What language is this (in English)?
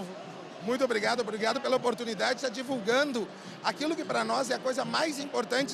Portuguese